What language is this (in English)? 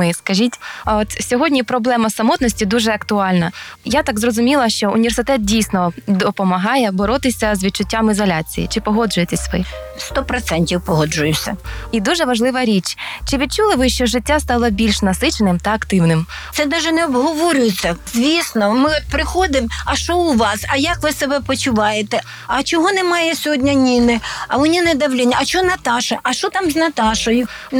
Ukrainian